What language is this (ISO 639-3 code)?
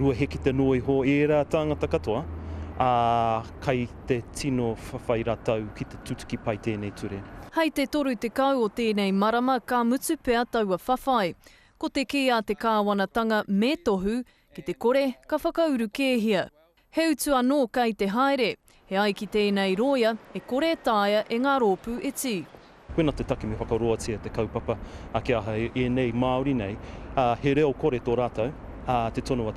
mri